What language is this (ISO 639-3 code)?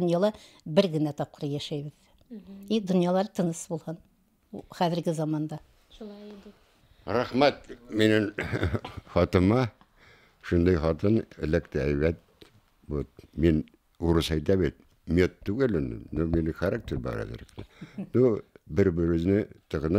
bak